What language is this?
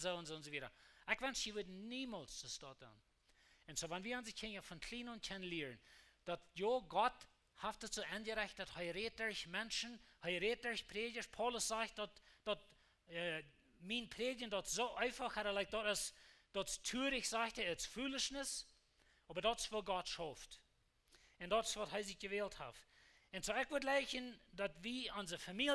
Plautdietsch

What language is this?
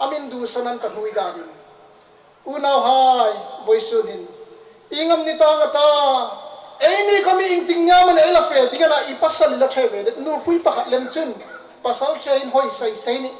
Hmar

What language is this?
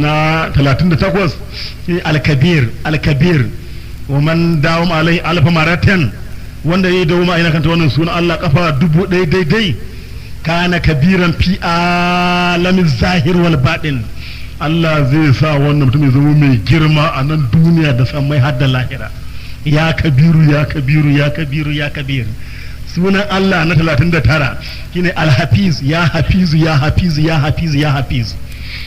Hausa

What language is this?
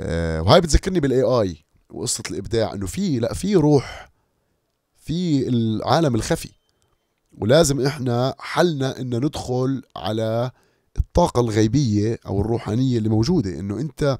North Levantine Arabic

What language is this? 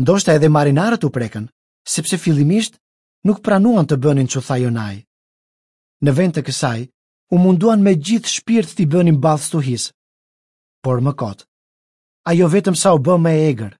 Albanian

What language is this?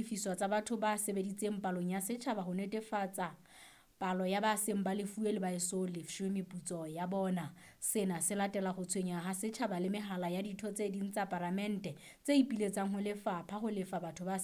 Southern Sotho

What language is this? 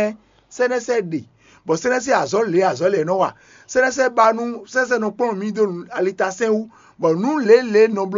Fon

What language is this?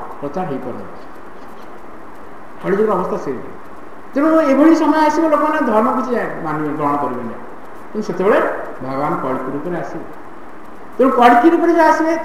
Odia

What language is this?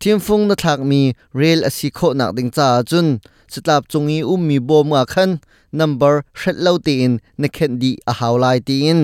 Hakha Chin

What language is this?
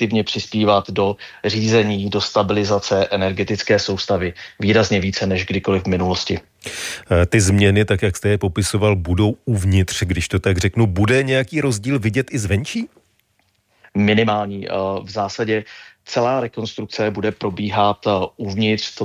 Czech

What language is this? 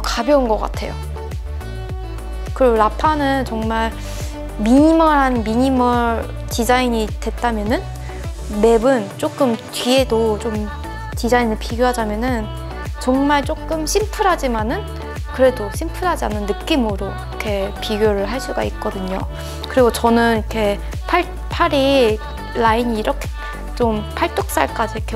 Korean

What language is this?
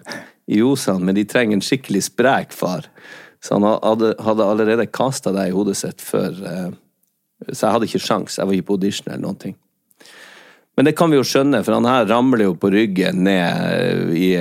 Norwegian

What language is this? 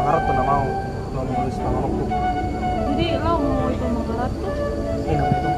Batak Toba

